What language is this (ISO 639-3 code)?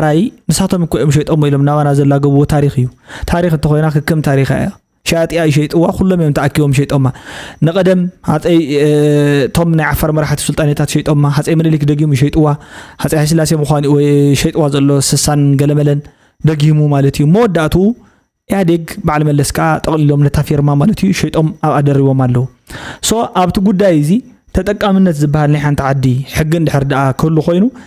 tir